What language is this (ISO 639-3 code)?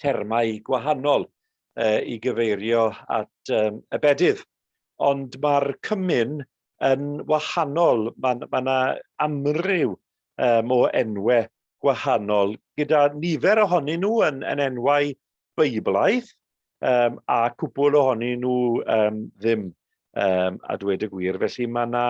cym